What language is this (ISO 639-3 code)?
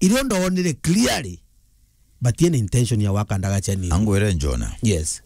mer